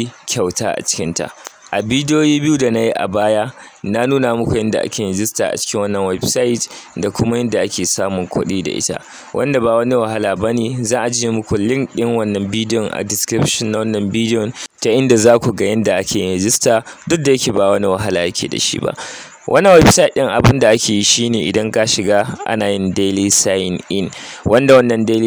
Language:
Hausa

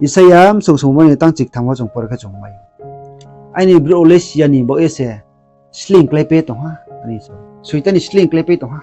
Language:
Riang (India)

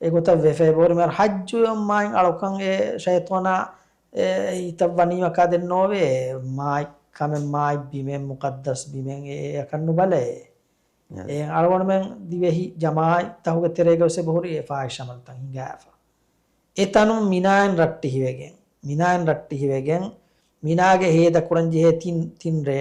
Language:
Divehi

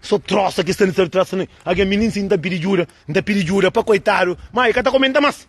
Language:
Kabuverdianu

